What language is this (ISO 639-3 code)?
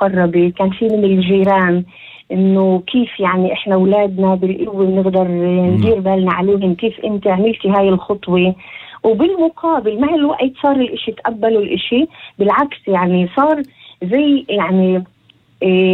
apc